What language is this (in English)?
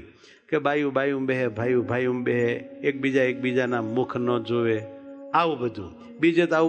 Gujarati